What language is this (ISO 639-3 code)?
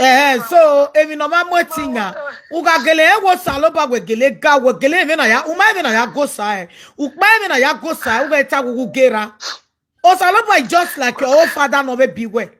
pcm